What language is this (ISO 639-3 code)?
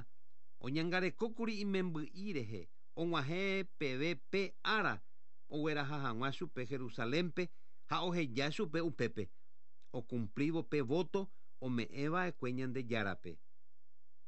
grn